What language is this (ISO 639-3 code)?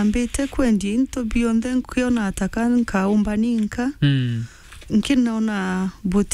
mer